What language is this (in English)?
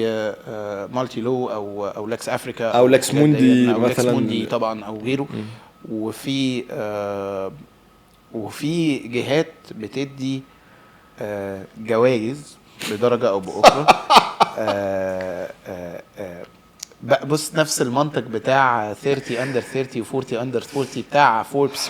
Egyptian Arabic